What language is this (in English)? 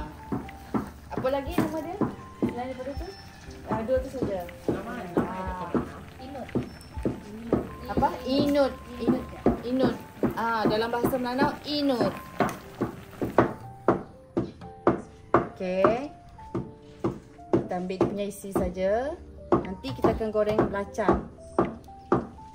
Malay